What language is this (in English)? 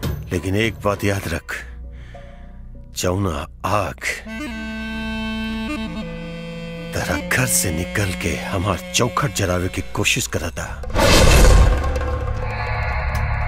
Bhojpuri